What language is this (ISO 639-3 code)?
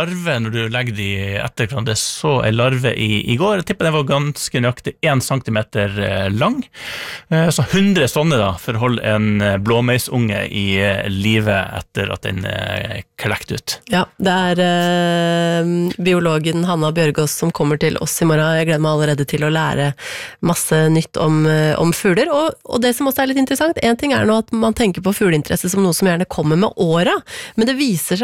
nor